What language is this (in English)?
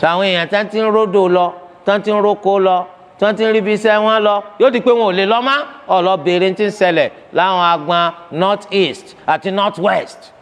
Yoruba